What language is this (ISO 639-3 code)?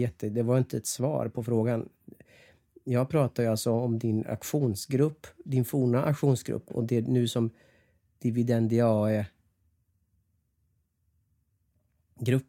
swe